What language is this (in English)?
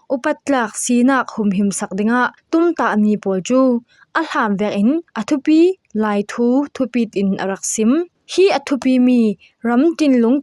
Falam Chin